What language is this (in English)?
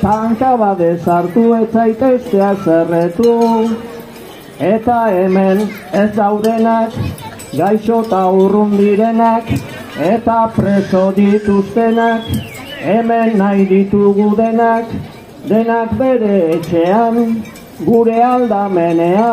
Basque